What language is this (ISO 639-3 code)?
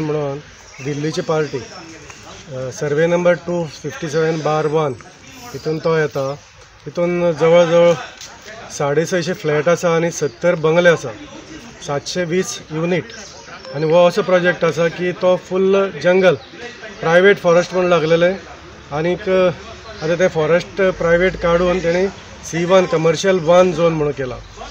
kok